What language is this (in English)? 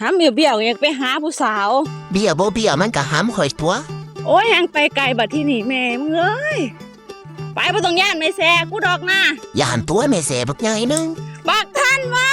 Northeastern Thai